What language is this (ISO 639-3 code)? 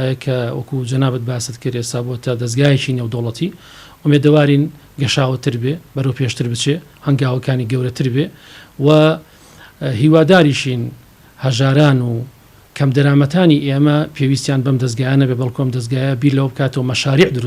ckb